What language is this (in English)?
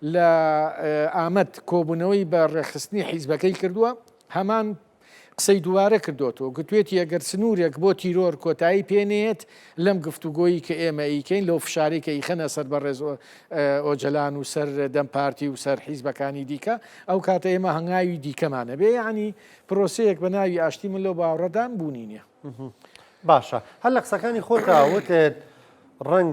Central Kurdish